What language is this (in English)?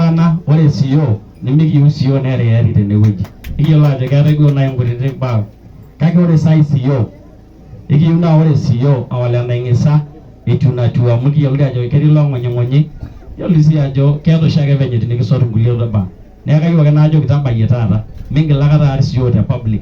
Masai